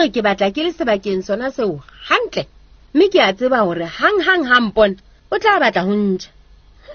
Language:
Southern Sotho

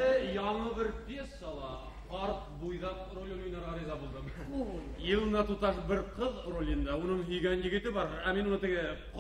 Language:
Bashkir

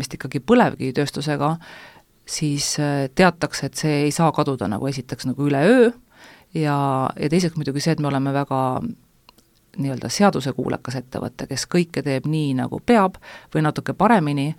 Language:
Estonian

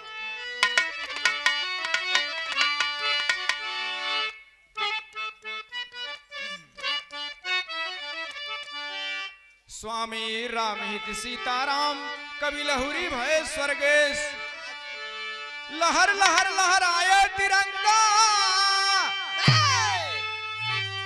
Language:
Bhojpuri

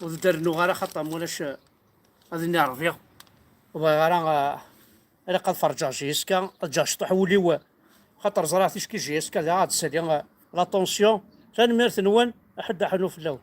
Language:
Kabyle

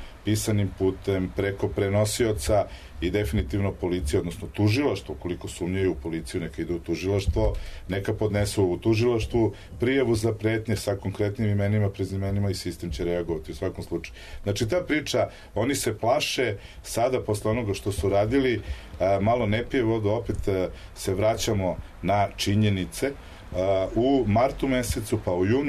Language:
Serbian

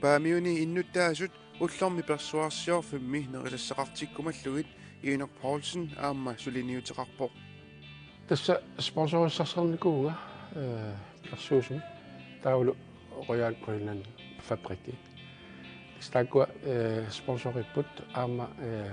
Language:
Kalaallisut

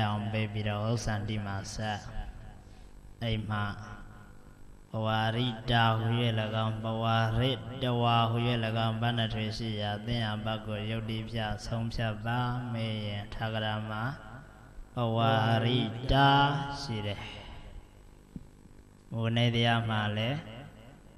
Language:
Burmese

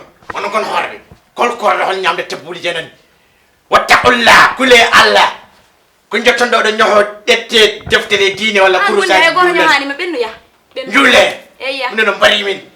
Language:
Fula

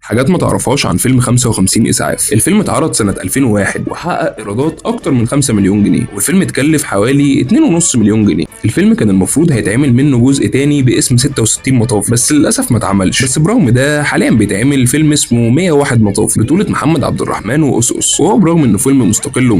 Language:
Egyptian Arabic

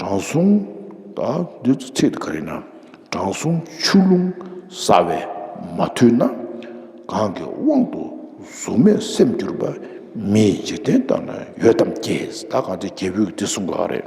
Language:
Tibetan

